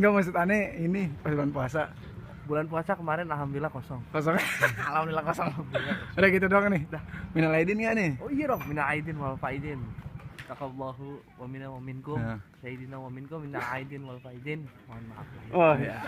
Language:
Betawi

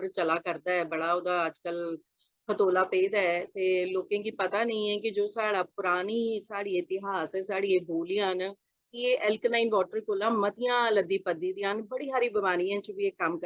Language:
Dogri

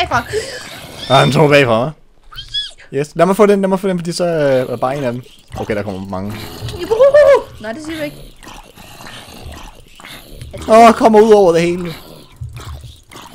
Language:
Danish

